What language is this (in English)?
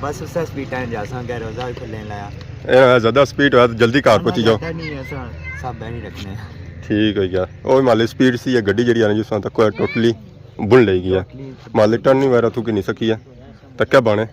Pahari-Potwari